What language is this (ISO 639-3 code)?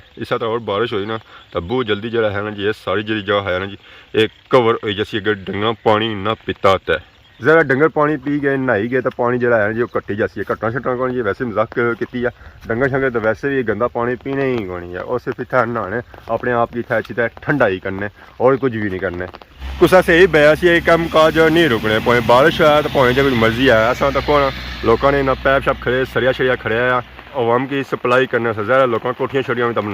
phr